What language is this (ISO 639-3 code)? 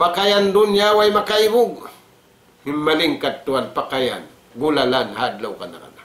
tsg